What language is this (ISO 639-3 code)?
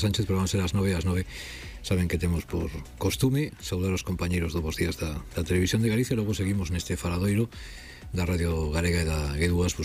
glg